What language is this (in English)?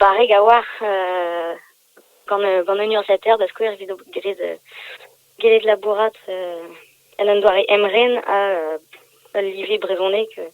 Breton